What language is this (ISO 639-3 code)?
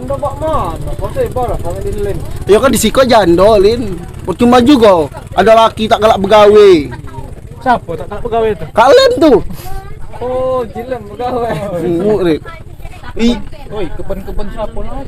mui